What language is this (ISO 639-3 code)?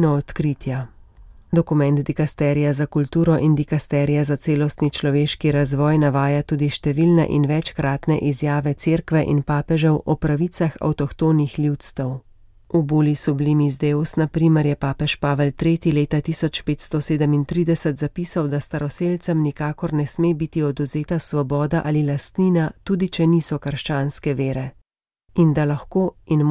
slv